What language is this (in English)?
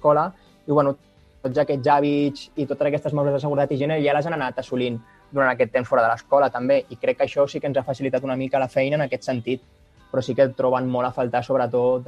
Catalan